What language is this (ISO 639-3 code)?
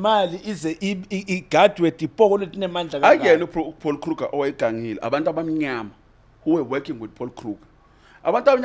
zul